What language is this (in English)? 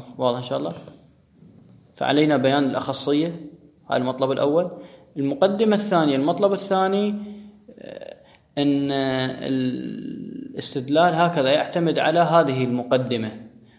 Arabic